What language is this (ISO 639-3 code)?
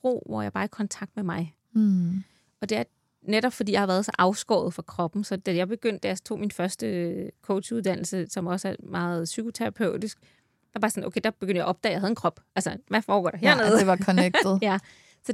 dan